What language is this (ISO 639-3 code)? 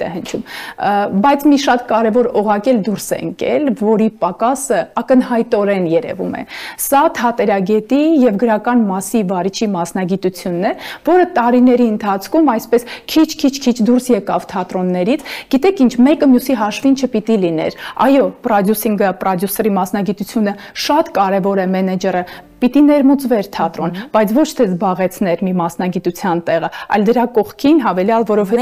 hye